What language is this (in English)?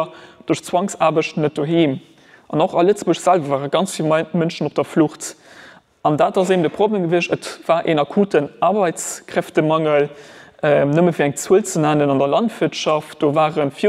Luxembourgish